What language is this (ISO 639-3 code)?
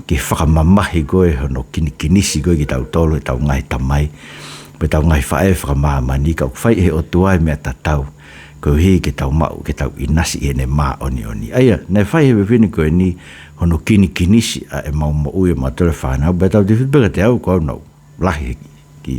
ton